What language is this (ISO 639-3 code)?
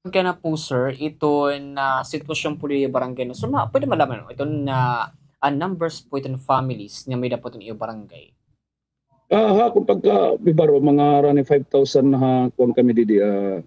war